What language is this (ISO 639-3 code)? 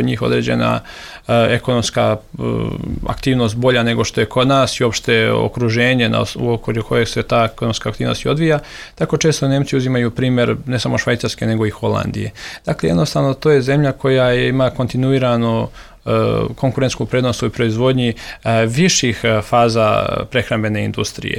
srp